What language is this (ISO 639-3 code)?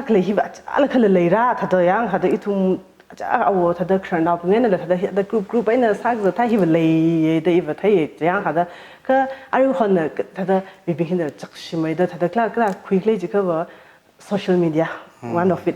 nmf